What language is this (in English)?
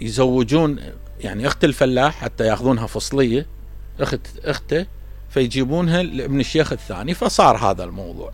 Mesopotamian Arabic